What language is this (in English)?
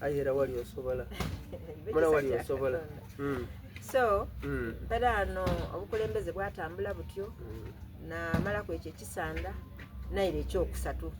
Soga